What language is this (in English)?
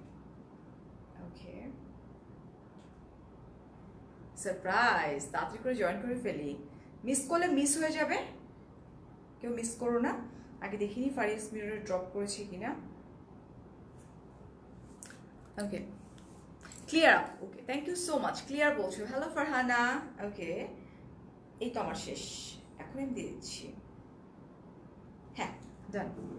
Bangla